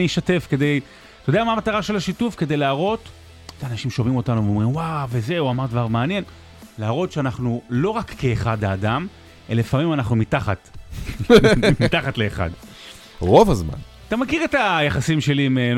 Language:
Hebrew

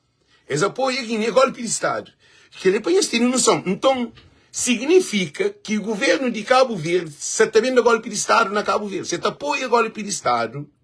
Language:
Kabuverdianu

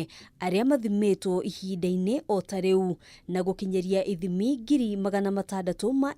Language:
Kikuyu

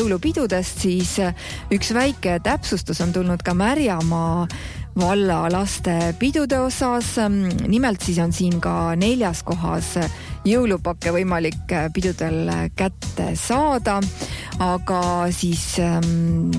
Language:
Estonian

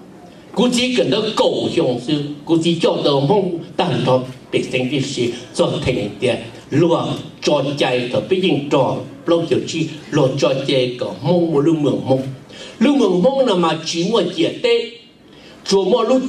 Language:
Hmong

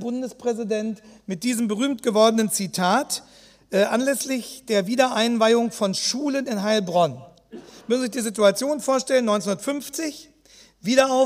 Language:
German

